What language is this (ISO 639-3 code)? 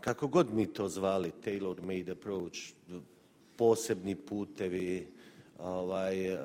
bos